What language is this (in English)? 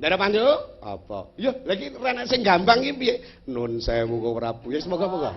Javanese